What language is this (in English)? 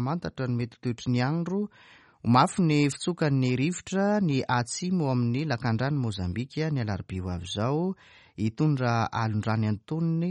Malagasy